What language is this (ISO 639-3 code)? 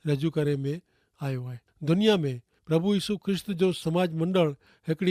kfr